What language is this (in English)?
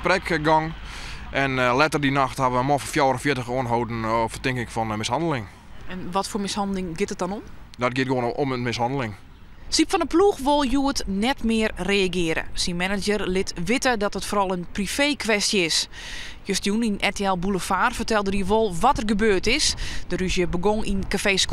Western Frisian